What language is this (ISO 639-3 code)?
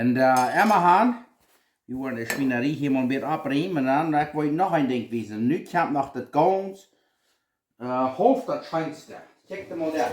pdt